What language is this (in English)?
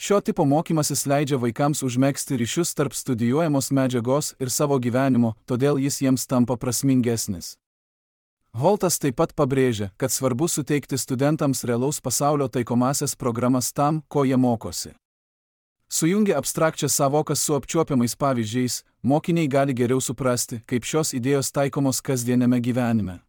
Lithuanian